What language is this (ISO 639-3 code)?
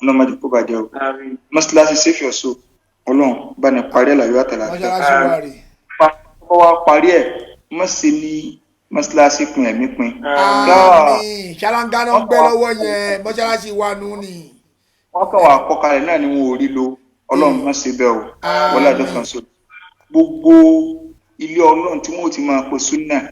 yor